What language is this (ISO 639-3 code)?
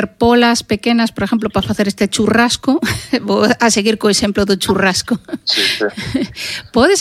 glg